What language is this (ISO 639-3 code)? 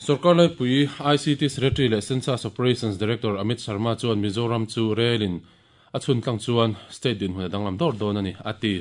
lus